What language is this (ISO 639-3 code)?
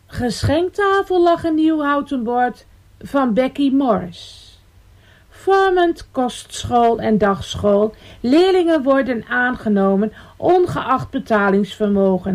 nld